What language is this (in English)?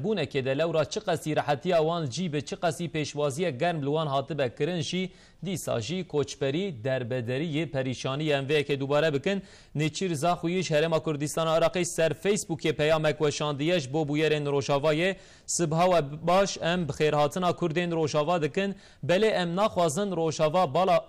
Kurdish